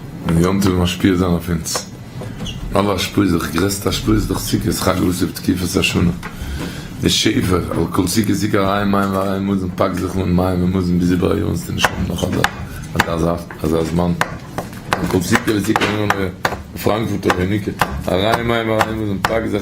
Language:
Yiddish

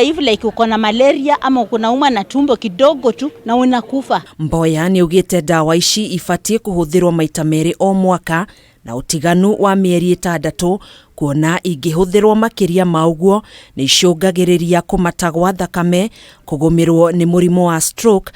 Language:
Kikuyu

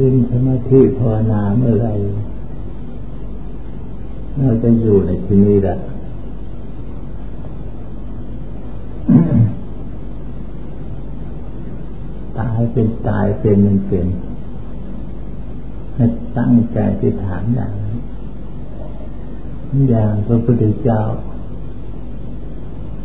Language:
Thai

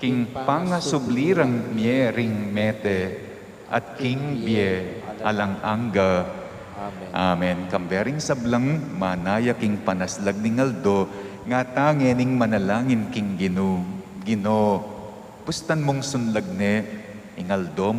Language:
Pampanga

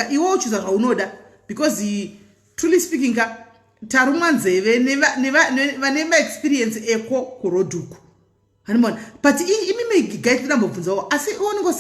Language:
Shona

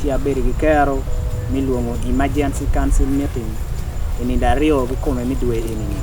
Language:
Acoli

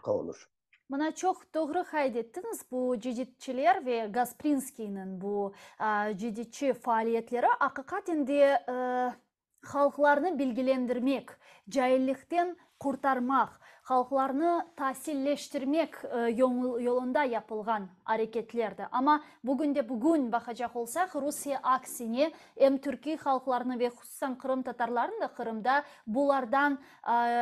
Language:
Crimean Tatar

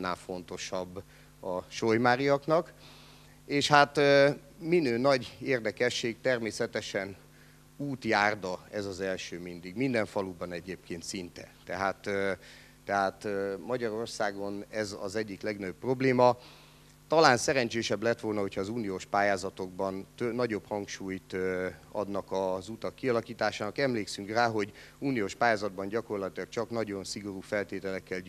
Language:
Hungarian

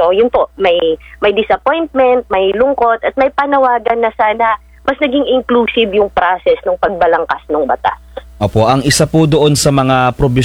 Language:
Filipino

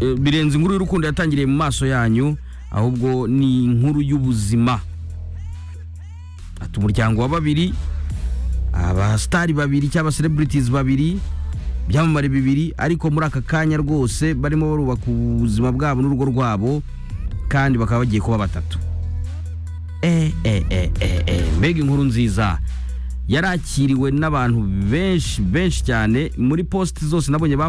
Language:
Kinyarwanda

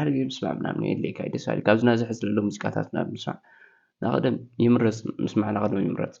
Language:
Tigrinya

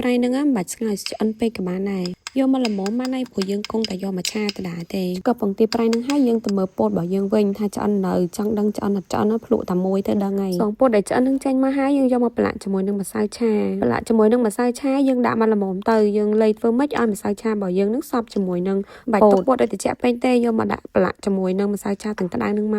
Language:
Khmer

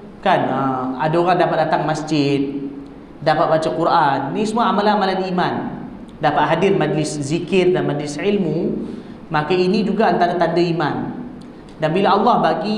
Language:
Malay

